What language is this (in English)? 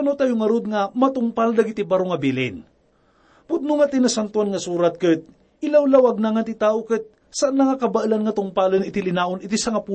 Iloko